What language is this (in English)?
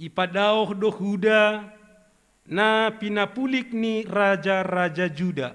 Batak Simalungun